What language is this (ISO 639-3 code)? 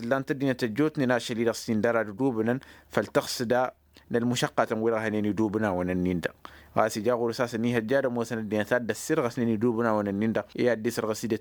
taq